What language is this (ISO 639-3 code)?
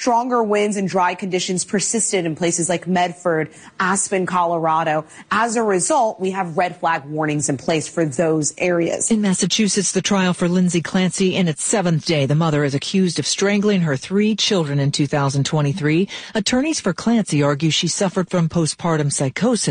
eng